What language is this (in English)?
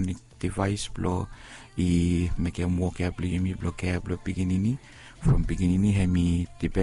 Bislama